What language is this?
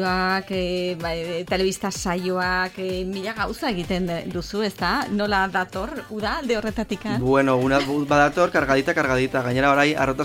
Basque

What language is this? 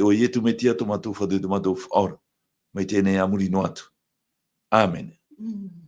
Tahitian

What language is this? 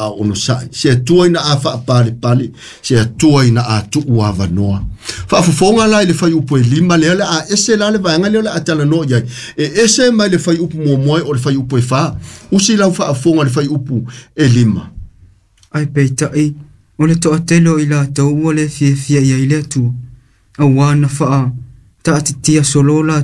Samoan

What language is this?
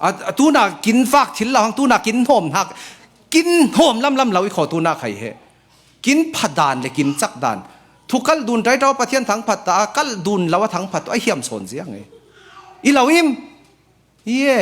Falam Chin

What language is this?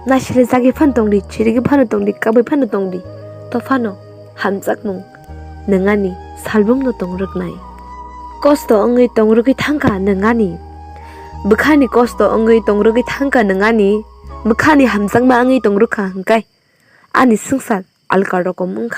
Kok Borok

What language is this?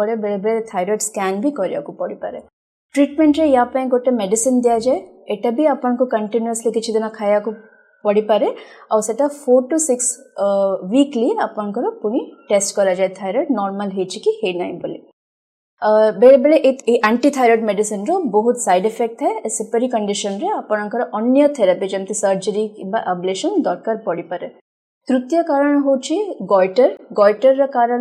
Odia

